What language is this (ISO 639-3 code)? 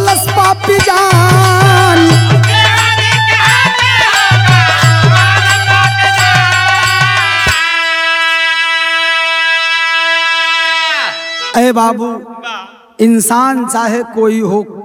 bho